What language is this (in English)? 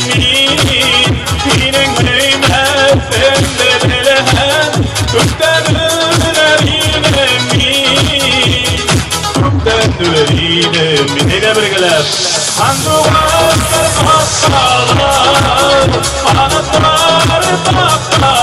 Bashkir